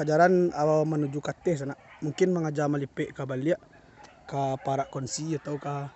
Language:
Minangkabau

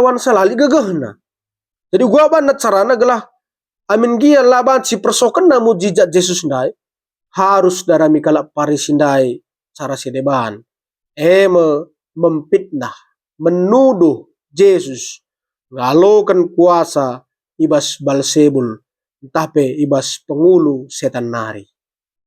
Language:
Batak Karo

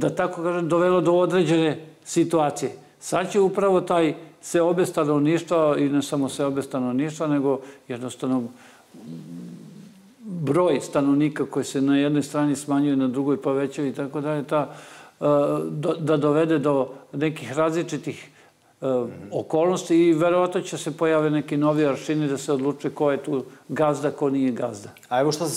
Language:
Serbian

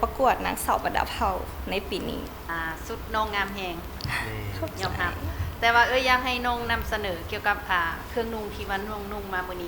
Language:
Lao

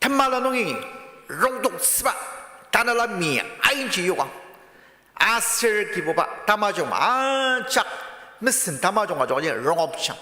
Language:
Ao Naga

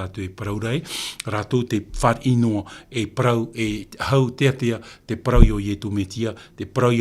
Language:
Tahitian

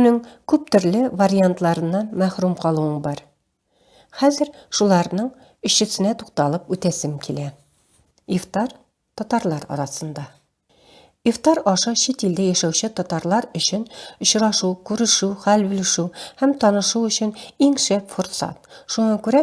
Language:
Tatar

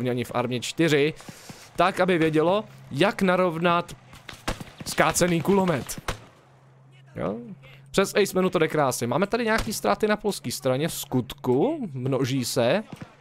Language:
Czech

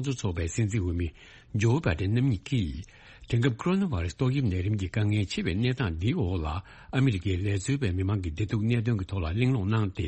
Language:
Tibetan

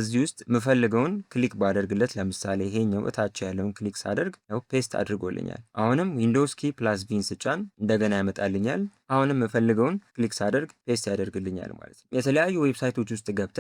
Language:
Amharic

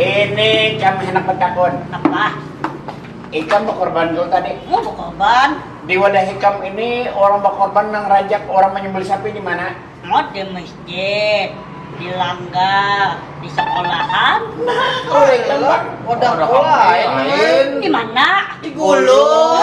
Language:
Banjar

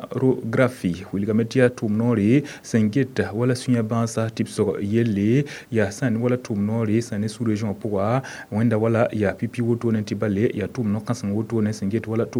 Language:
Mossi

